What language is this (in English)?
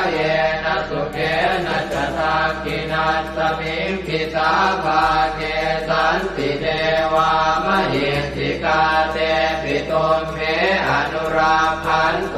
Pali